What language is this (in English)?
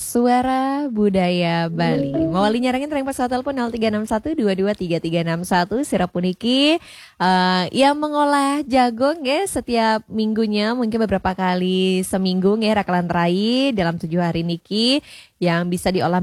Balinese